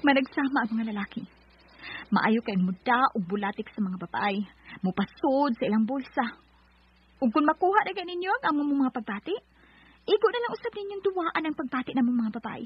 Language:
Cebuano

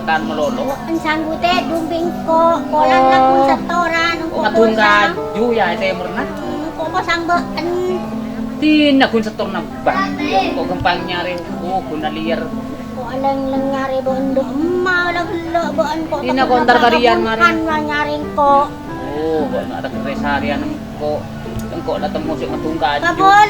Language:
Madurese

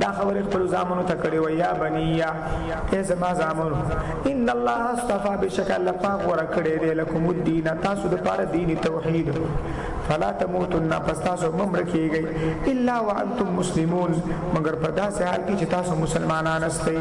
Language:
Pashto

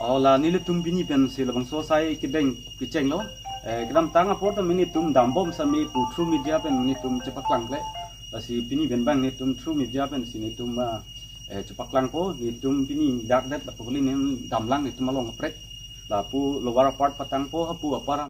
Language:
Karbi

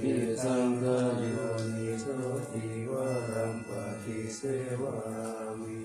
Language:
Pali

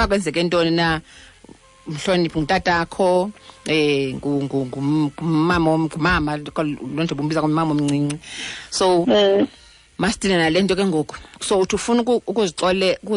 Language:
Xhosa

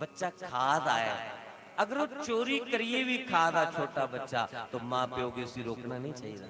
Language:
Dogri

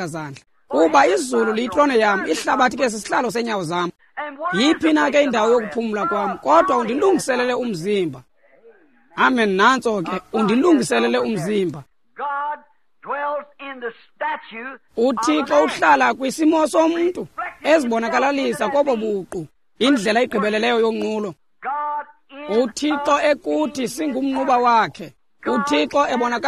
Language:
Xhosa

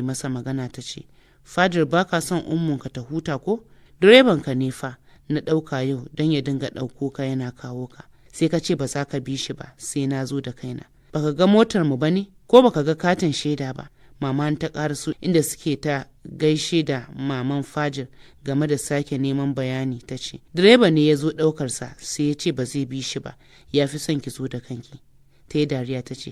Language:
Hausa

